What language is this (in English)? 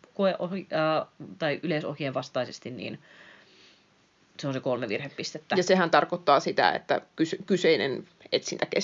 Finnish